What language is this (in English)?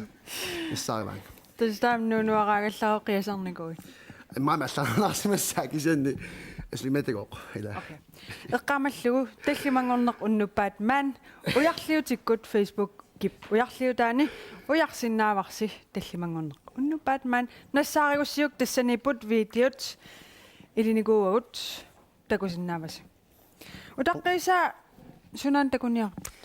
Kalaallisut